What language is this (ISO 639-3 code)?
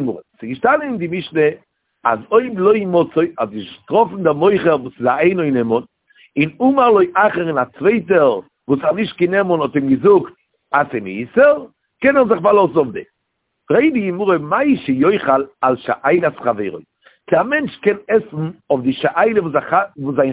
yid